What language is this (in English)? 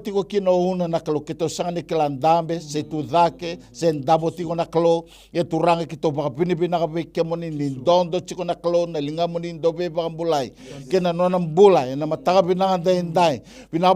Fijian